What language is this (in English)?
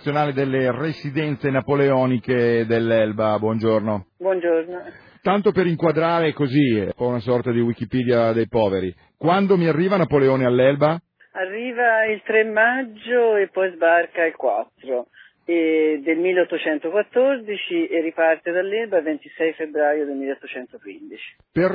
Italian